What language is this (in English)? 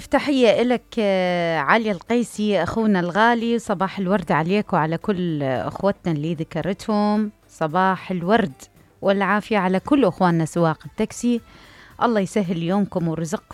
Mesopotamian Arabic